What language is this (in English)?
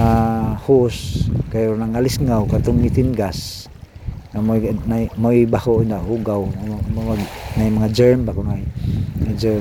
Cebuano